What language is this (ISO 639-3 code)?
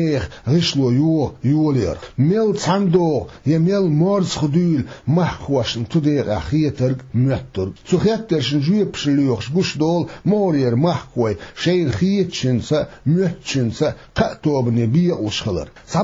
che